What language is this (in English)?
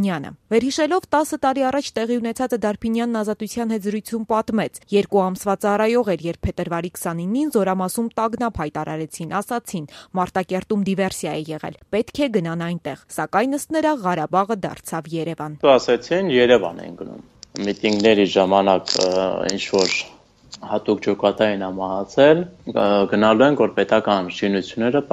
Armenian